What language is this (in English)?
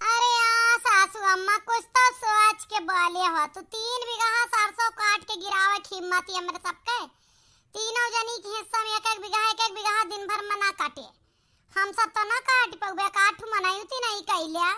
Awadhi